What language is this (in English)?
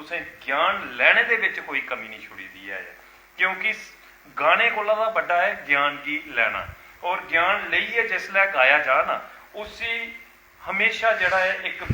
Dogri